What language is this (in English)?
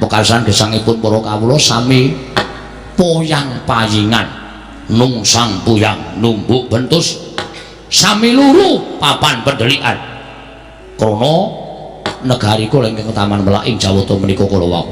Javanese